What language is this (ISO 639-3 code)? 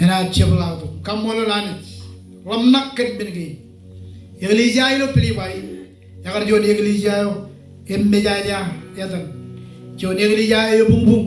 mah